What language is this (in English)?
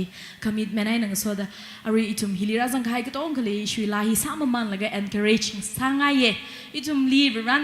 Tangkhul Naga (India)